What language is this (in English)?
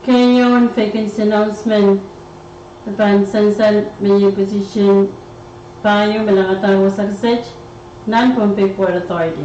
Pohnpeian